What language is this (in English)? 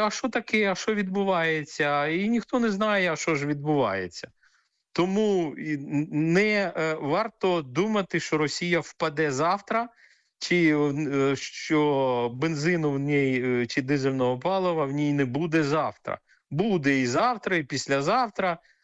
Ukrainian